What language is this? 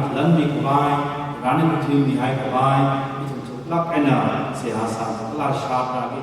Tangkhul Naga (India)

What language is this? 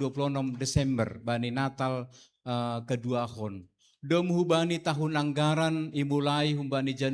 Batak Simalungun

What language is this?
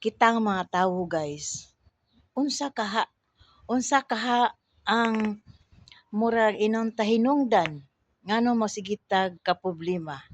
Cebuano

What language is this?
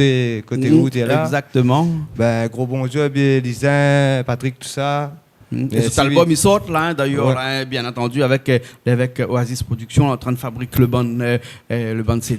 Réunion Creole French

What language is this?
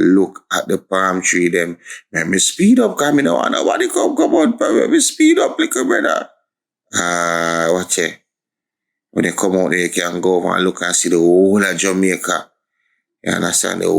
Jamaican Creole English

